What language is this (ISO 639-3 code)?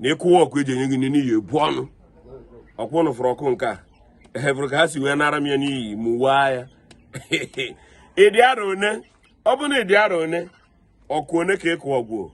ibo